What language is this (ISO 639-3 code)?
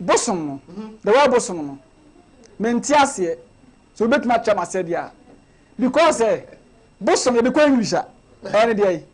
aka